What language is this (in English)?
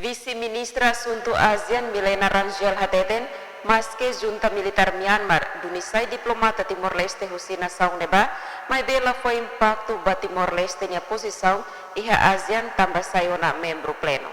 Tetum